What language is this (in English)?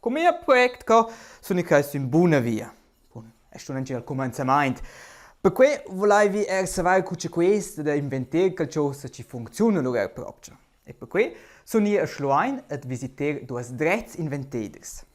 Romansh